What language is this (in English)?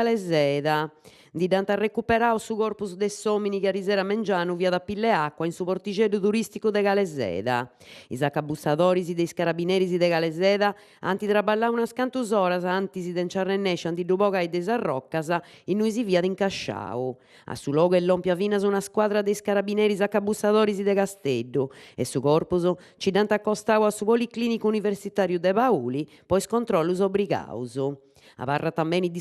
Sardinian